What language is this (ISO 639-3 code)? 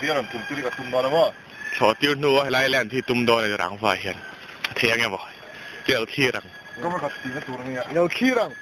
lus